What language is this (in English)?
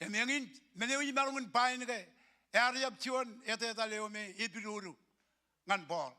Marshallese